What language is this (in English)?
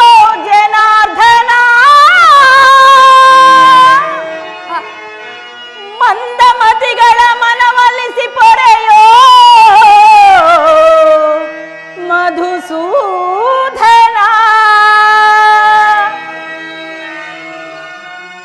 Kannada